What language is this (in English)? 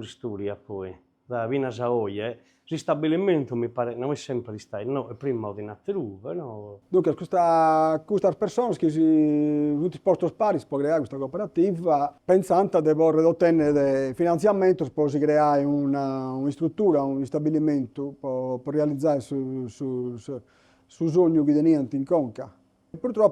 Sardinian